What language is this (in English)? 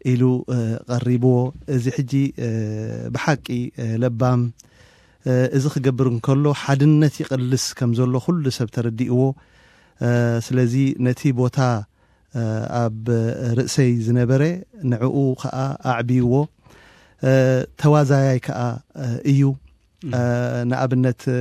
Tigrinya